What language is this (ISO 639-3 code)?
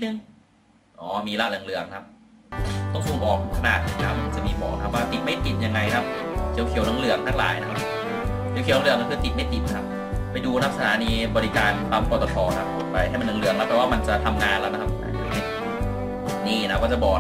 tha